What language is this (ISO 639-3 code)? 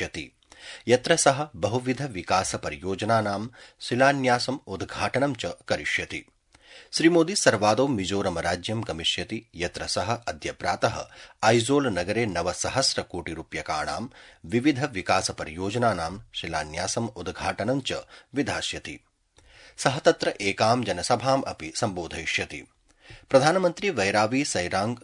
san